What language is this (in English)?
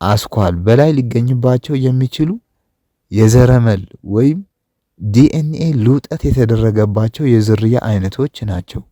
Amharic